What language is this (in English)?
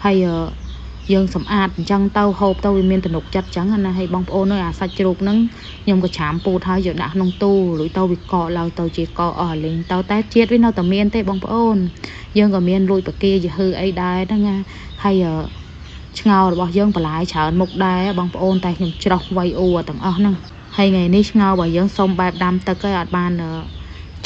Khmer